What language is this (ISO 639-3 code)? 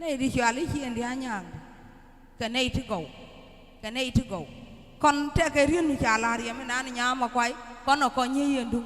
nus